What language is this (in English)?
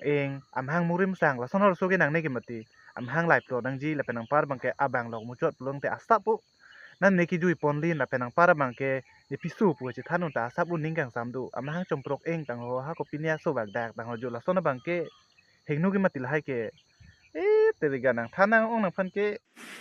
Karbi